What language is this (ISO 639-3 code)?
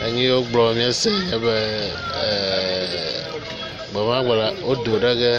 ewe